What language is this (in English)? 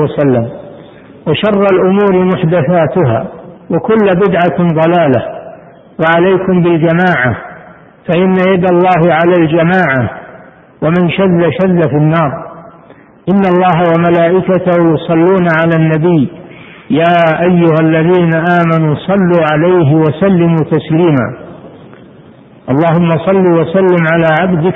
Arabic